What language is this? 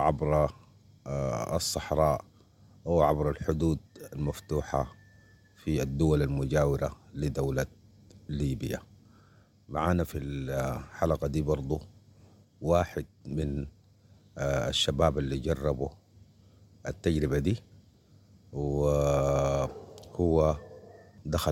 Sudanese Arabic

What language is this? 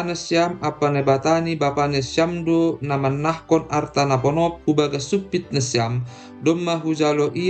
Batak Simalungun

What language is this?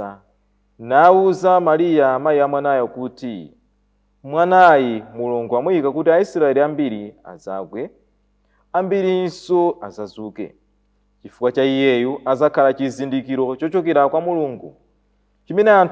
Nyanja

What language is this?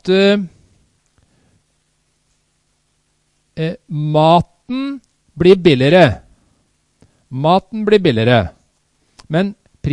Norwegian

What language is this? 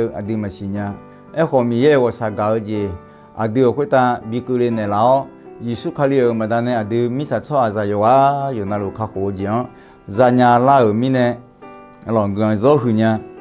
Akha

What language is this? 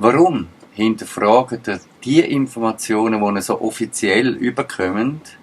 Swiss German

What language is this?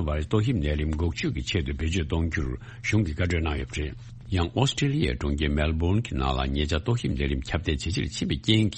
Tibetan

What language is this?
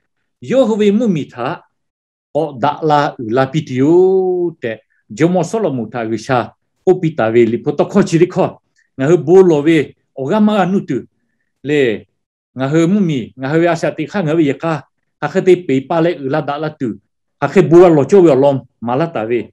Lahu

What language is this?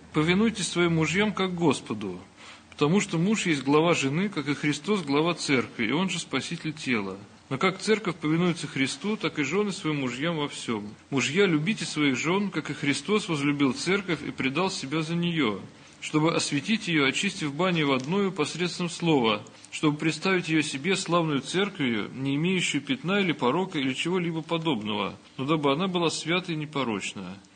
Russian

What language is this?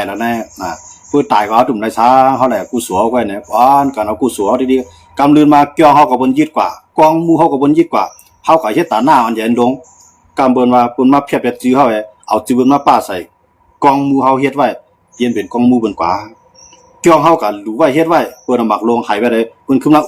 Shan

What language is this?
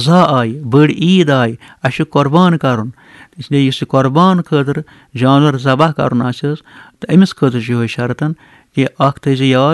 Kashmiri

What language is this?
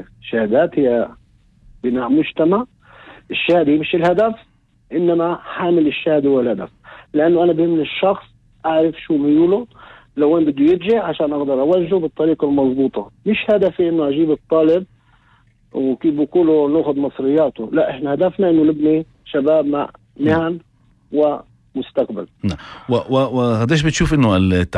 North Levantine Arabic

